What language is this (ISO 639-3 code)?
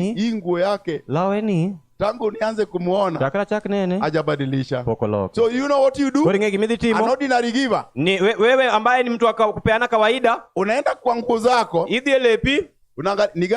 swa